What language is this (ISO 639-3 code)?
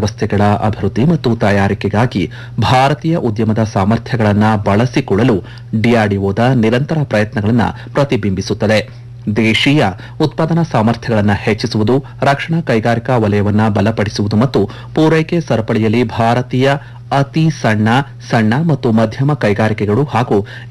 kan